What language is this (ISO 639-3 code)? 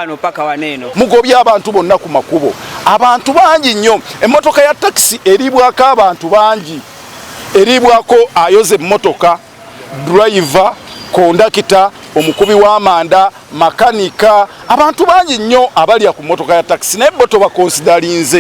lug